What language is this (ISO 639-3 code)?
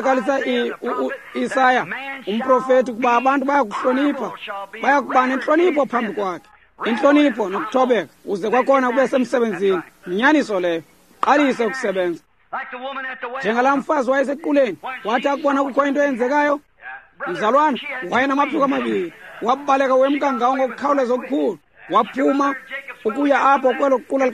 xho